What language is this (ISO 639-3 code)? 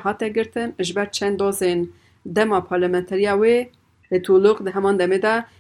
kur